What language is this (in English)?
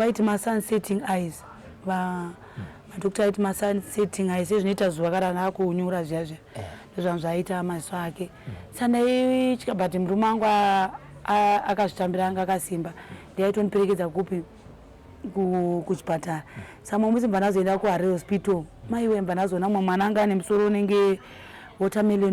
Shona